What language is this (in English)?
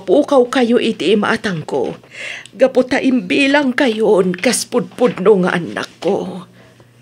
Iloko